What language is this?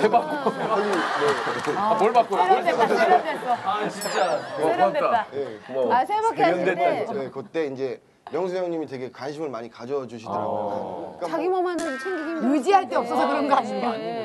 Korean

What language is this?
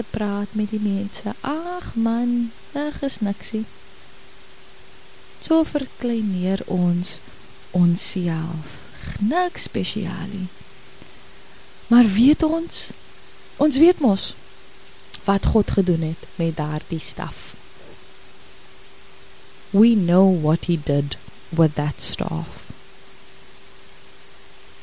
Afrikaans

